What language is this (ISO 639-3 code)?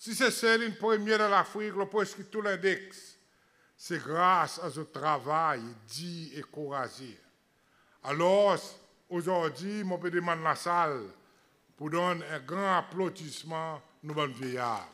crs